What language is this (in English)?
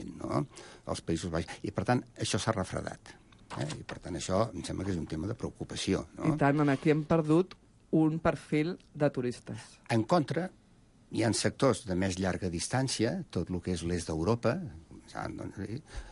Catalan